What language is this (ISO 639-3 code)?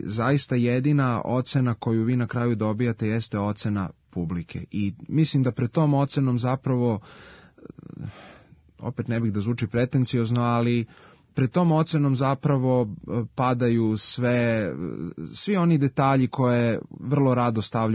srp